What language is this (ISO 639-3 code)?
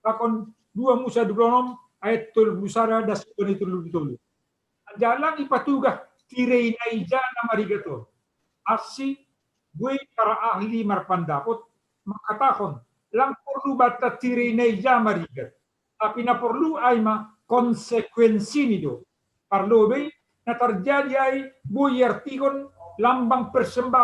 bts